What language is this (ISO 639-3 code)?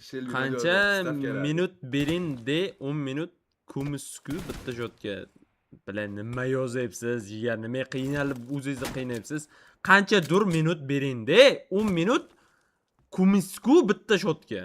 uzb